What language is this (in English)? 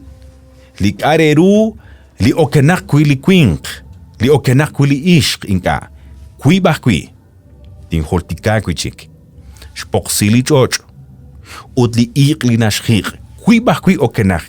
Kekchí